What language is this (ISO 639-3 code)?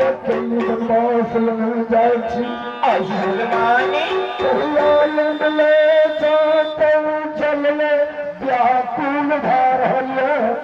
mai